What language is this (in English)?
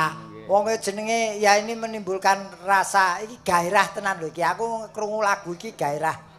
Javanese